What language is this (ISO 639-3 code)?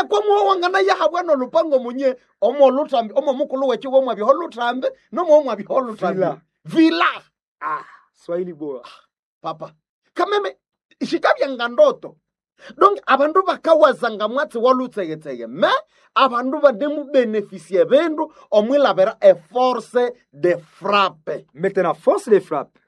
nnb